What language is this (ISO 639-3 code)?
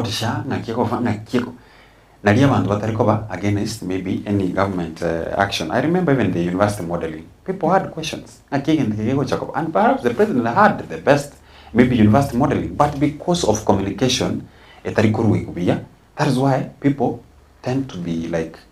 guz